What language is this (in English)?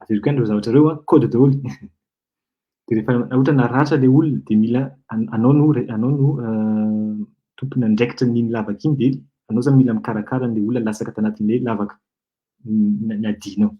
Malagasy